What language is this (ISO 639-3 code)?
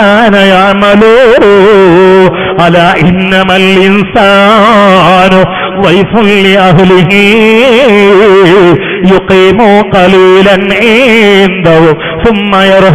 mal